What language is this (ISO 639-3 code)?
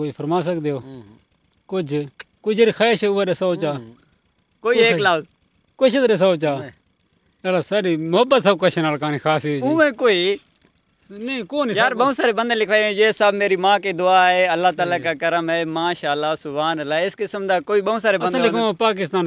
skr